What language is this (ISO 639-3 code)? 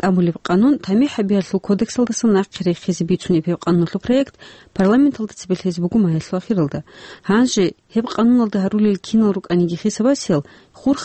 ava